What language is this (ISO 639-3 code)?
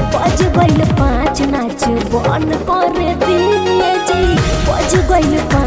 bho